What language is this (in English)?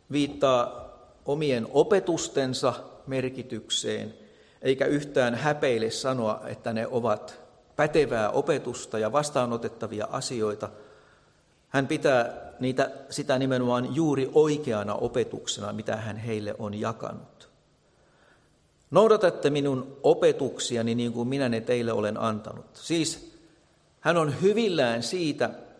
Finnish